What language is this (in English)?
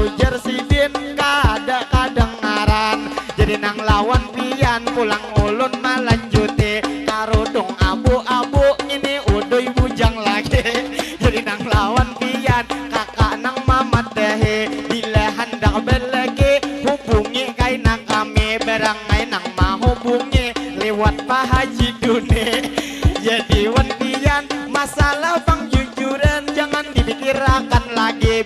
Banjar